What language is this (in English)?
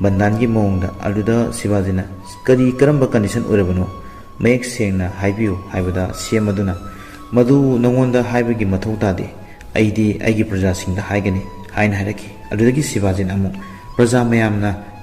Manipuri